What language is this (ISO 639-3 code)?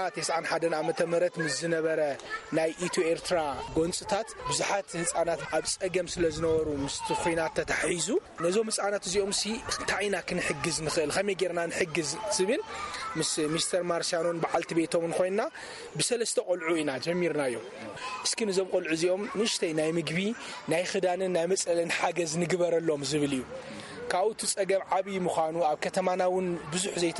tir